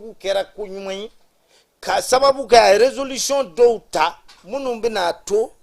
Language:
Bambara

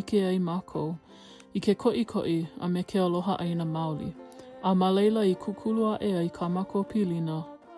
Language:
Hawaiian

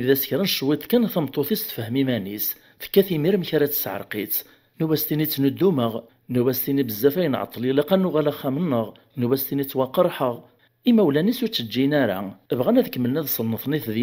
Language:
Kabyle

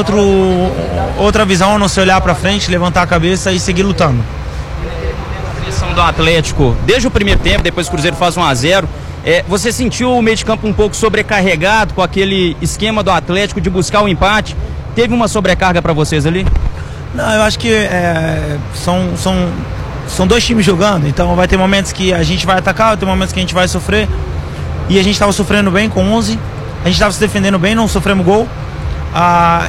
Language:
Portuguese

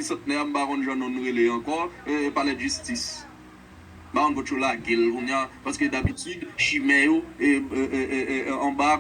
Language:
Haitian Creole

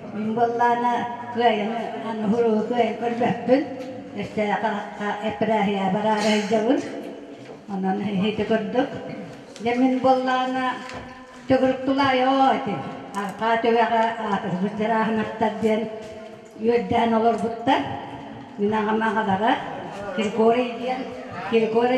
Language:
Yakut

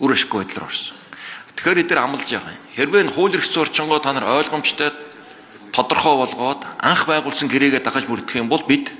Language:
Mongolian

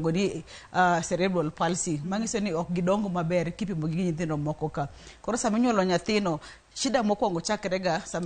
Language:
Luo (Kenya and Tanzania)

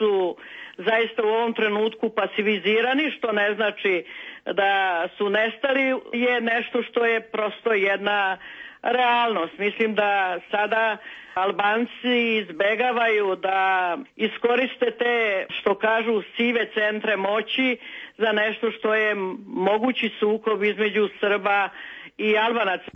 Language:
Serbian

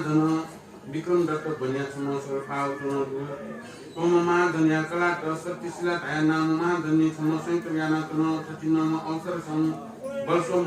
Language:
Newari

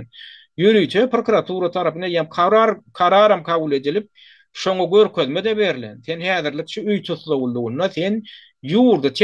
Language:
Turkmen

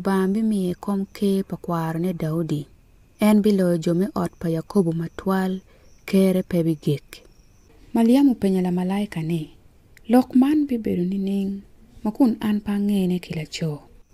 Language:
Acoli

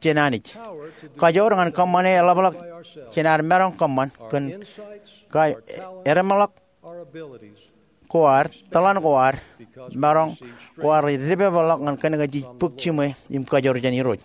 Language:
Marshallese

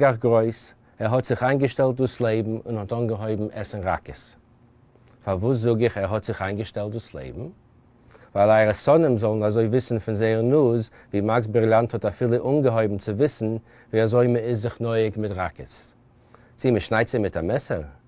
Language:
Yiddish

